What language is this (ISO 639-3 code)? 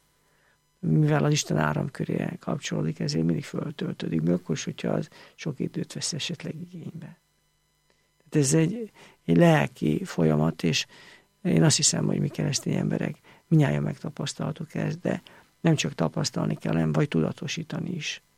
hun